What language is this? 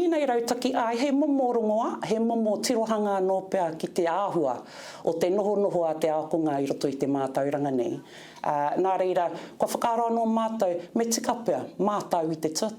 Māori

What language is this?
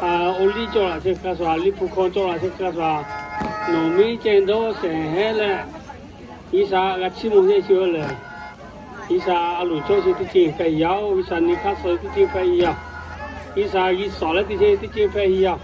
Lahu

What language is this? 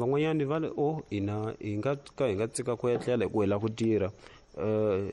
Tsonga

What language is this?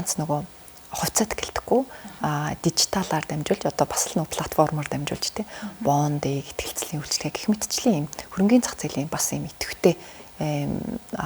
Mongolian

